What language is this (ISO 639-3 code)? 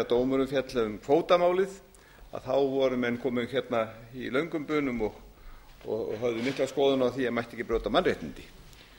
isl